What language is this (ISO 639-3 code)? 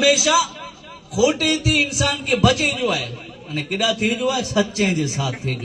kfr